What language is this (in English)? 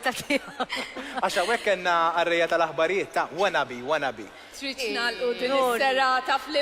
Maltese